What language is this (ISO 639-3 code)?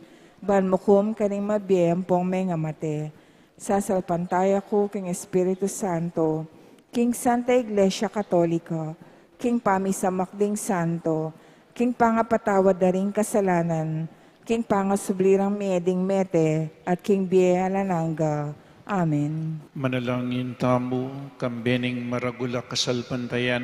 pam